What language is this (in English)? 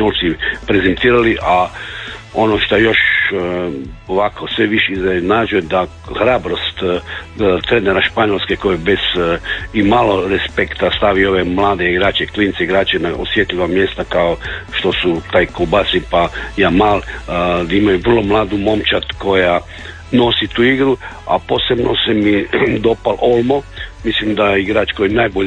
Croatian